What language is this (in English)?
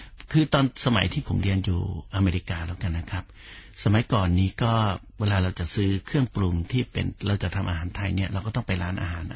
Thai